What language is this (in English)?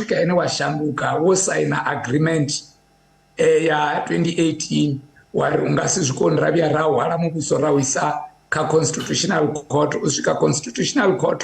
Venda